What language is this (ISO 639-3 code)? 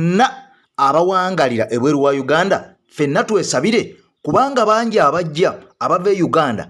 lug